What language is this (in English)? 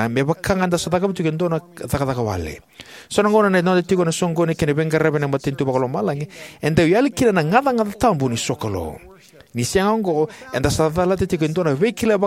Fijian